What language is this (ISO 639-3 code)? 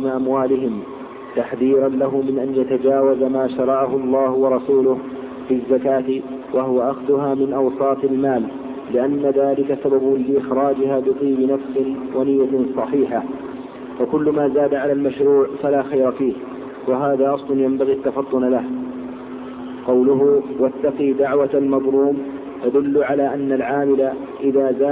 ara